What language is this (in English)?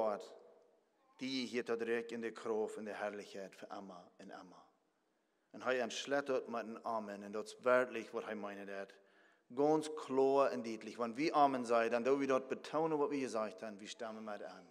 Plautdietsch